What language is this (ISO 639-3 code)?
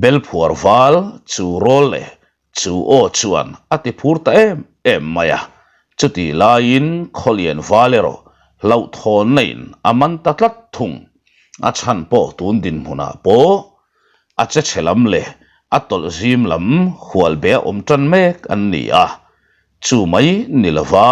lus